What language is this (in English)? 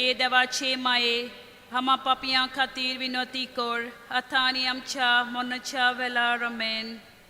Konkani